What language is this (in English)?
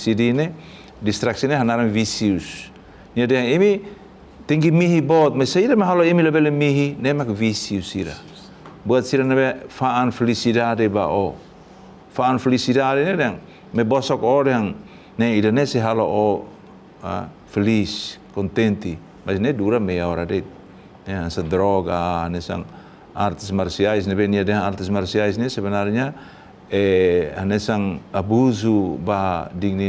Tetum